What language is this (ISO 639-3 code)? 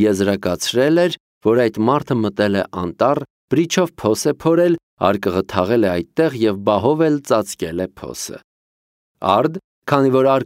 hye